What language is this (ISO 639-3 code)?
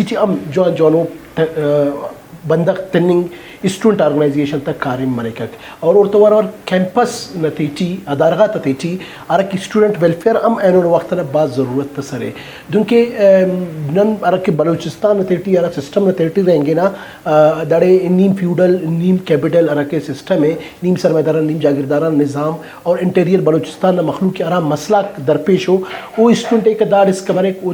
brh